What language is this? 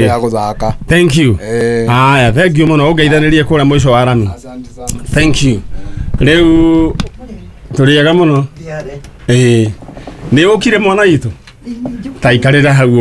Kikuyu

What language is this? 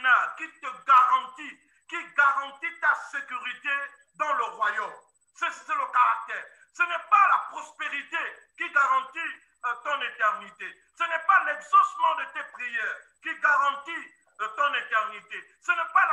French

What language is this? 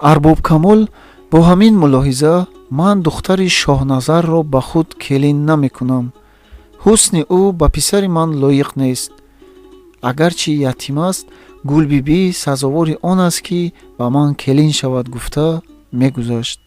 Tajik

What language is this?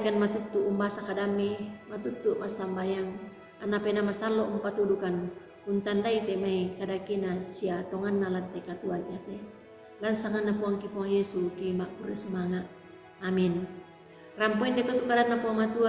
Toraja-Sa'dan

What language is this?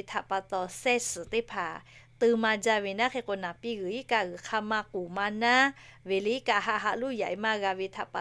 Lahu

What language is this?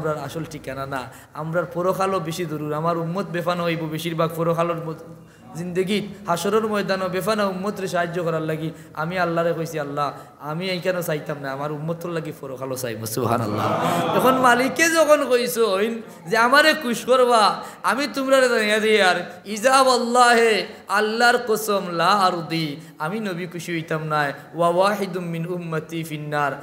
Sylheti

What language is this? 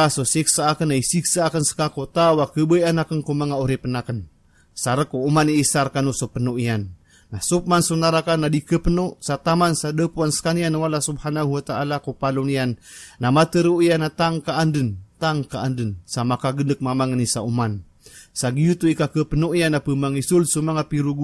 Maranao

